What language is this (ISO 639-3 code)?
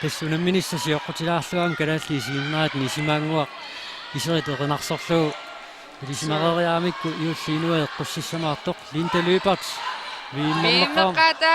kal